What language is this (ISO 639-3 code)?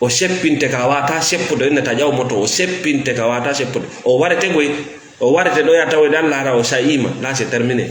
ful